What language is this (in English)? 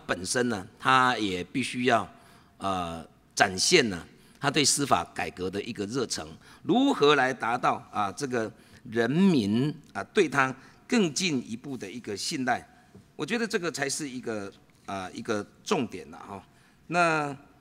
Chinese